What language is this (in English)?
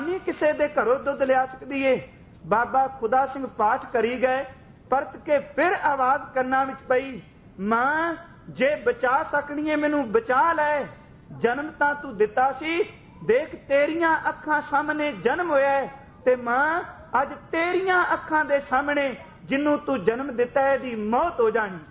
Punjabi